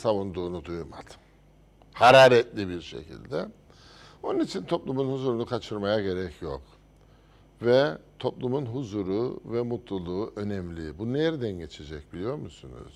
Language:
Turkish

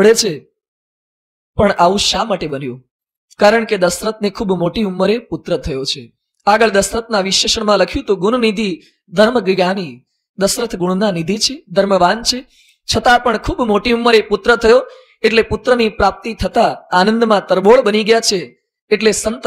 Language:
Gujarati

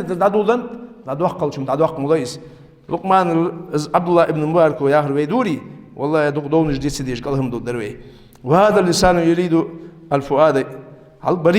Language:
Ingush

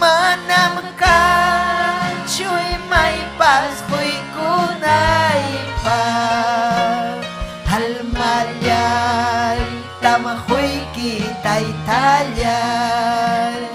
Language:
Ayacucho Quechua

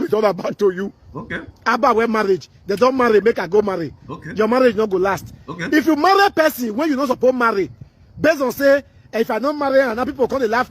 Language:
Nigerian Pidgin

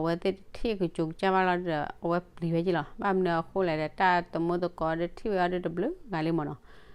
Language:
S'gaw Karen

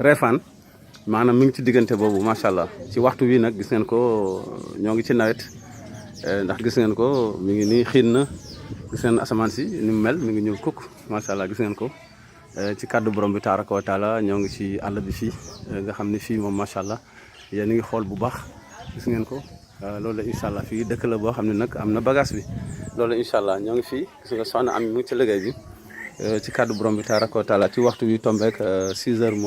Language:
Wolof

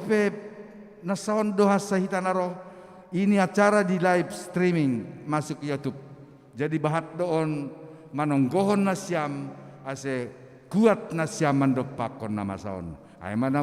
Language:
Batak Simalungun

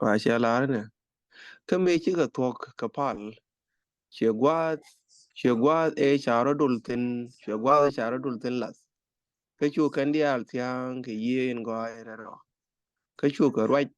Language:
Nuer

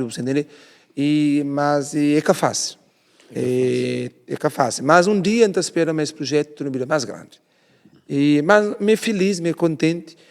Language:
Kabuverdianu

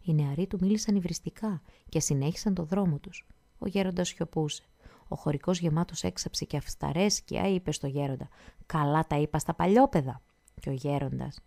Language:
Greek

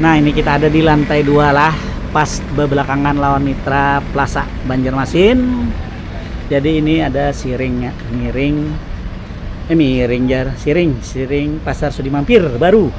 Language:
Banjar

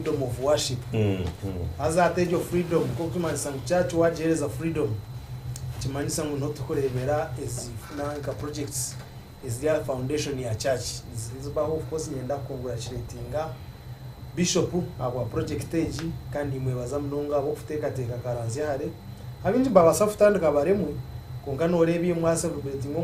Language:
Nyankole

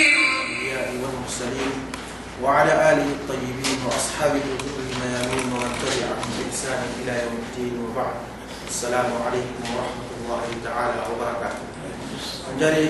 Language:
Yakan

